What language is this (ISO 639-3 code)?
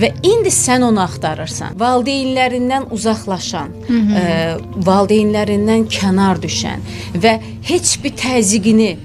aze